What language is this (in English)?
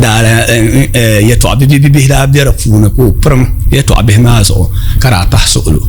Dagbani